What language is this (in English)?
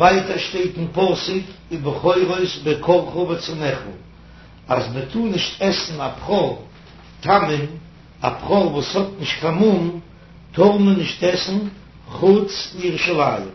Yiddish